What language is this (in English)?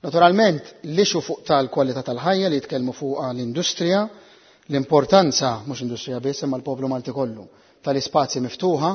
Maltese